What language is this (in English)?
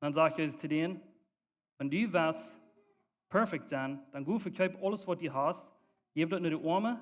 Plautdietsch